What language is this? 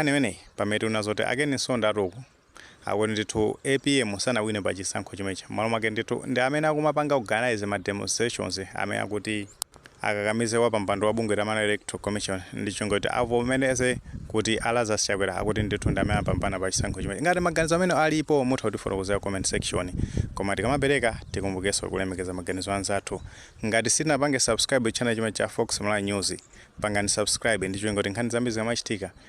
Nyanja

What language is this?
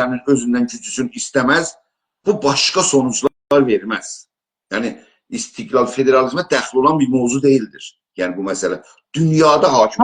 South Azerbaijani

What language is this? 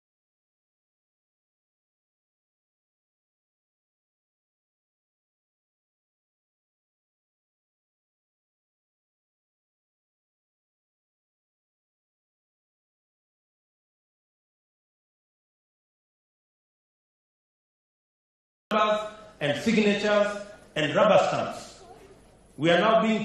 Swahili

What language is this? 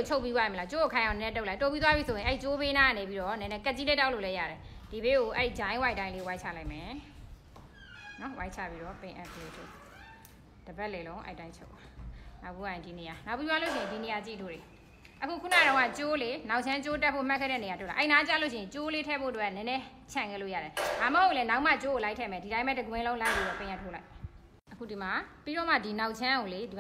Burmese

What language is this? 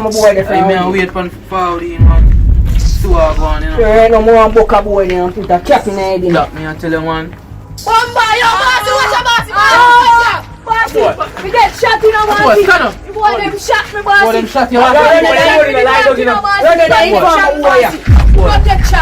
Jamaican Creole English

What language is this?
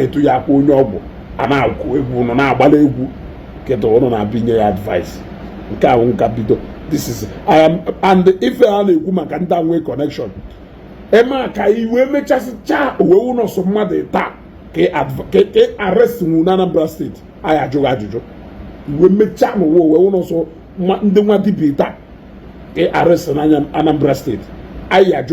Igbo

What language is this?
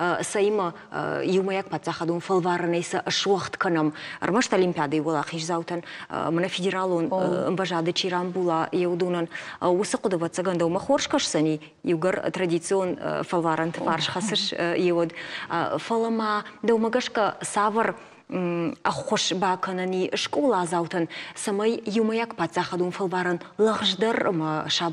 Ossetic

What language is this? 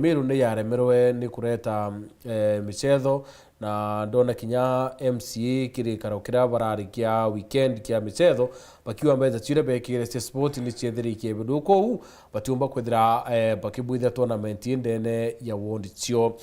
Meru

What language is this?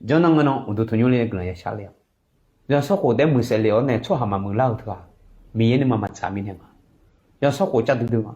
Akha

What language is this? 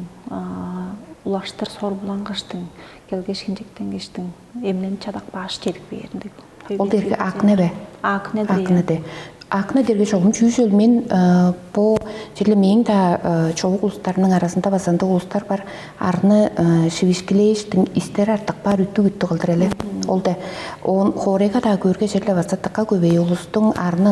Tuvinian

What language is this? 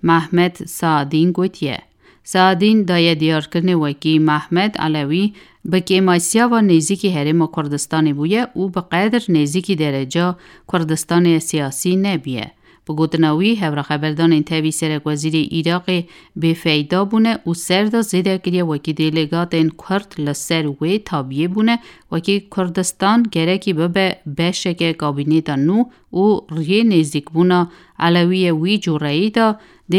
Kurdish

